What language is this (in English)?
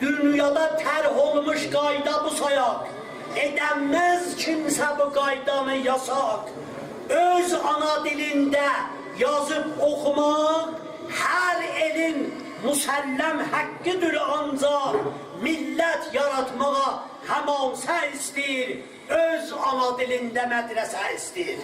South Azerbaijani